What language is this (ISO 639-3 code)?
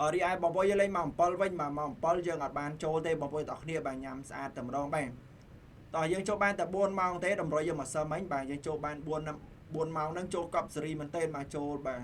khm